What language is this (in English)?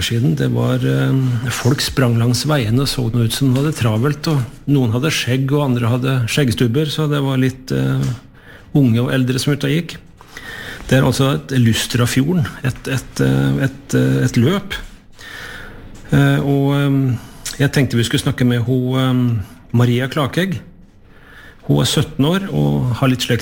Norwegian